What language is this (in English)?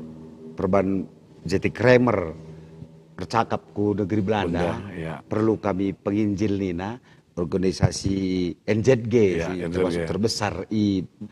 Batak Karo